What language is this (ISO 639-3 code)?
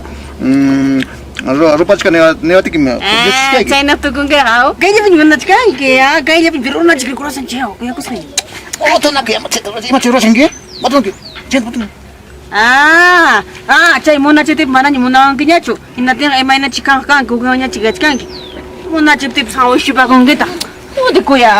quy